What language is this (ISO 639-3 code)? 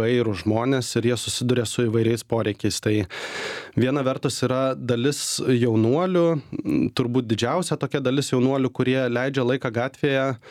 lit